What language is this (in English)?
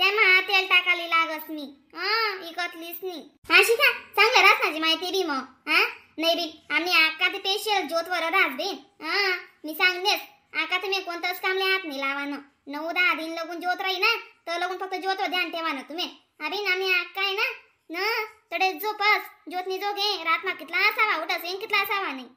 Khandesi